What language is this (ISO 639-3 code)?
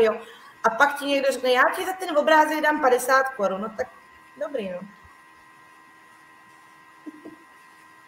ces